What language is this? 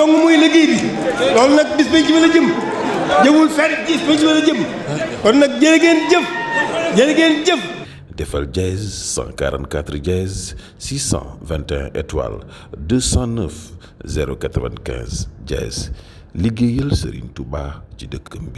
Wolof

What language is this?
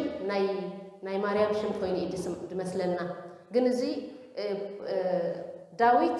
Tigrinya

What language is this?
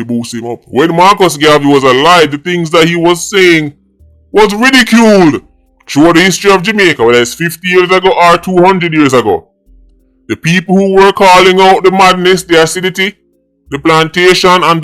Jamaican Creole English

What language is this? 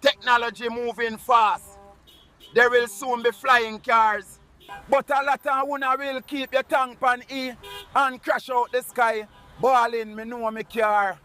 Jamaican Creole English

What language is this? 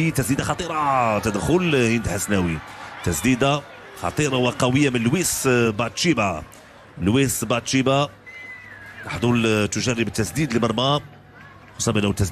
Moroccan Arabic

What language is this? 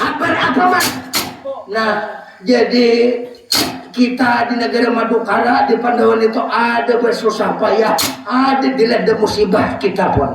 Banjar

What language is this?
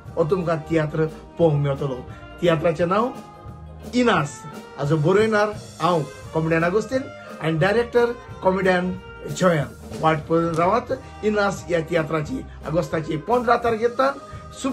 Konkani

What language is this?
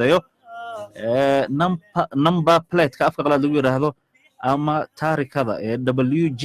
Somali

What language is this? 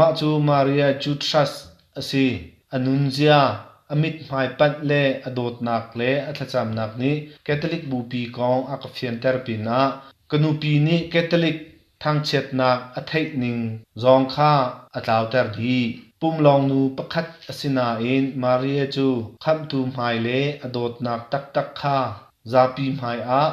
Hakha Chin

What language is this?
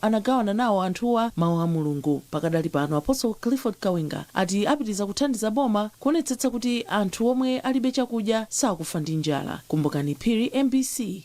Nyanja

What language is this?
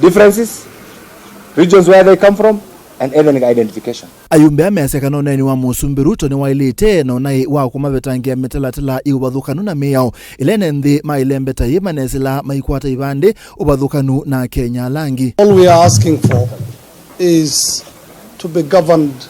Kamba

